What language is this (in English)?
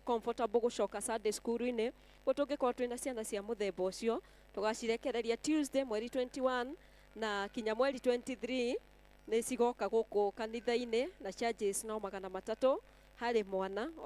Kikuyu